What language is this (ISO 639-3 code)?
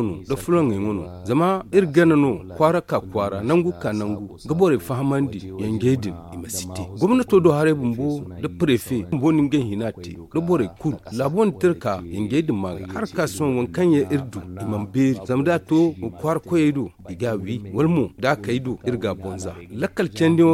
dje